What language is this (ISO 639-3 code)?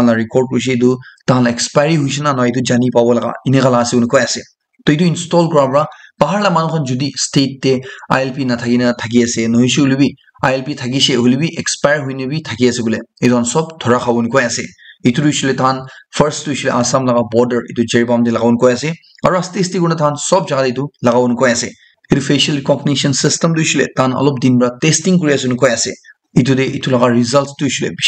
nag